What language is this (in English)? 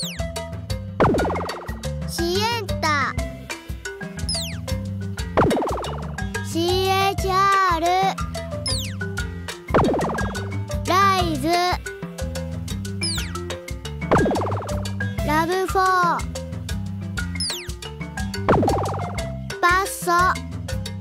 Japanese